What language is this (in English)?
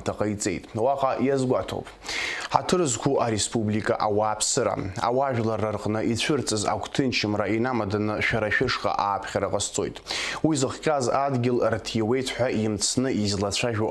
Abkhazian